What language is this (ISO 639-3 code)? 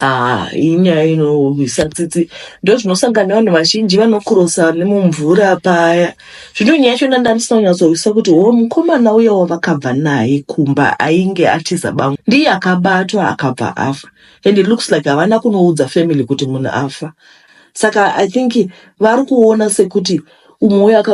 sna